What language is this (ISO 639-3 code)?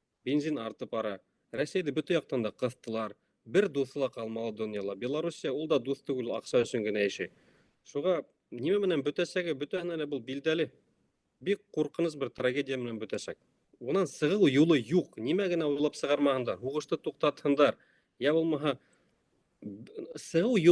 bak